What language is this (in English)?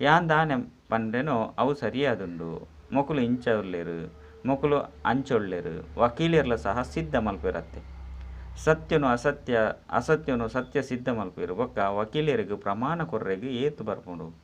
Tulu